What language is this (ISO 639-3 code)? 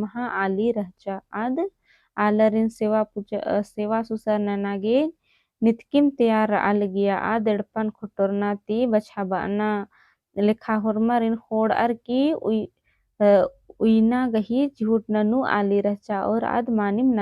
kru